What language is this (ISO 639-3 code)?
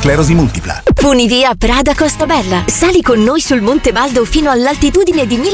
ita